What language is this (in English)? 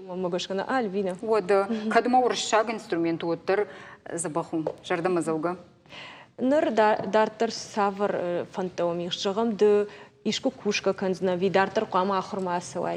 Ossetic